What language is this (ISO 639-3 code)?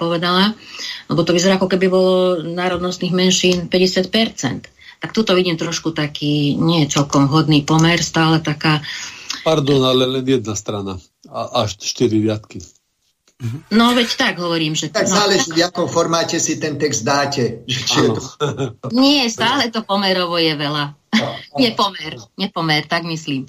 slk